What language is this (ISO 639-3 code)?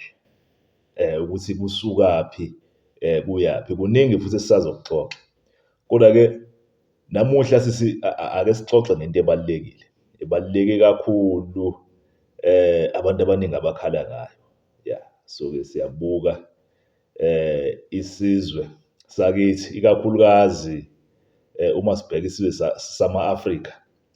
zul